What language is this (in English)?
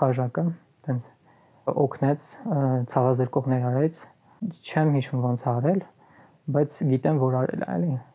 Armenian